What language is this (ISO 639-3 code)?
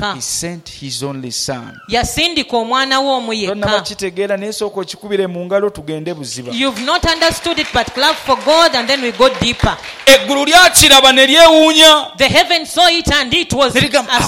lug